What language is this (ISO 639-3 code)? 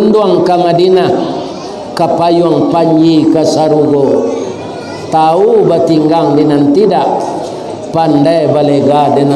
min